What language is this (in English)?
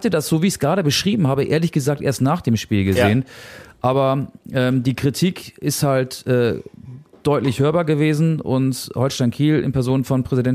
German